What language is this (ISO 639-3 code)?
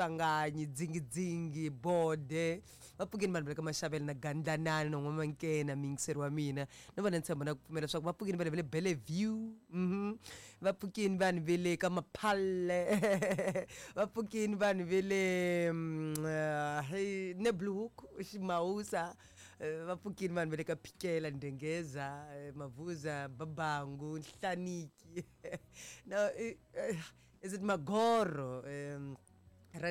tso